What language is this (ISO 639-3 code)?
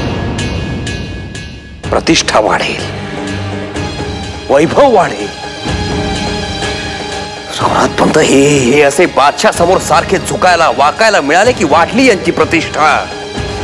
mar